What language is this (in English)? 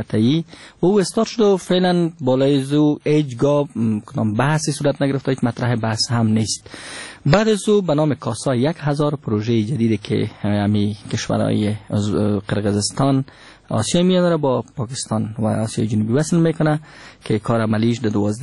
Persian